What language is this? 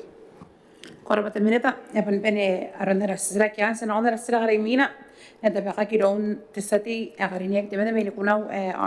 Gilbertese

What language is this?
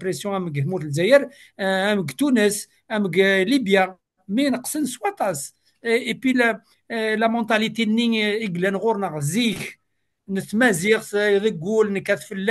Kabyle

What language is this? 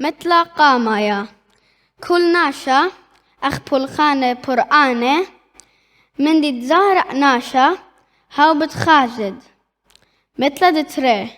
Assyrian Neo-Aramaic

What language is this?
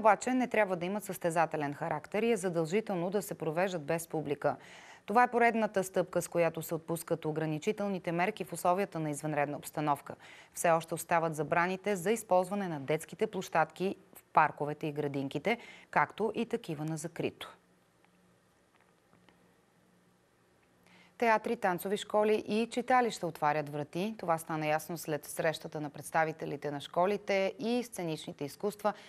Bulgarian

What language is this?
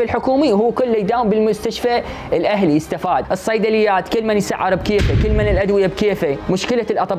Mesopotamian Arabic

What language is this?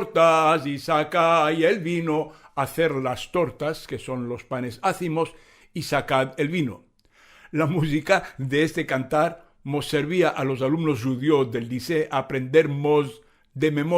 Ladino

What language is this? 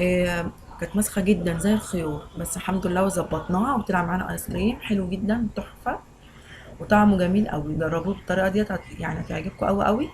Egyptian Arabic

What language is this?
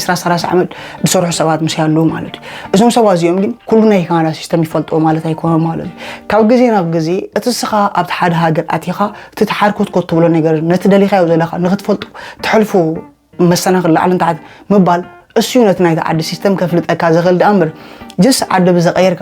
Tigrinya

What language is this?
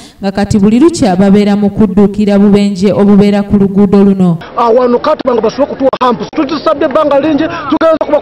Ganda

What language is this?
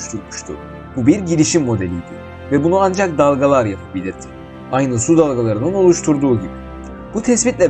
Turkish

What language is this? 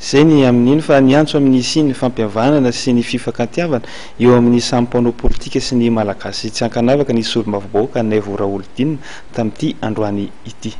Malagasy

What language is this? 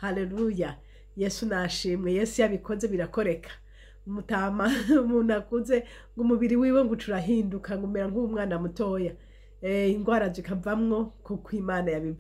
Rundi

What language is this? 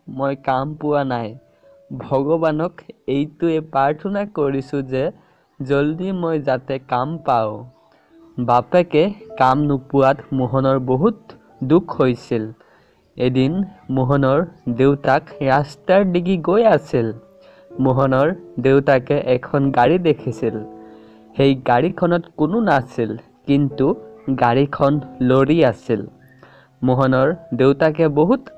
Assamese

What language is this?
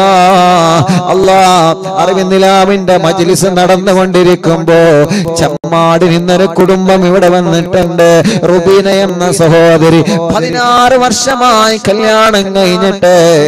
Malayalam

